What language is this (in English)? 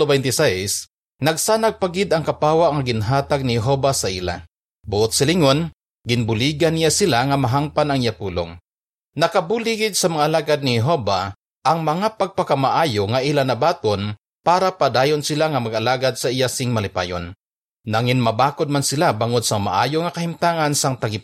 Hiligaynon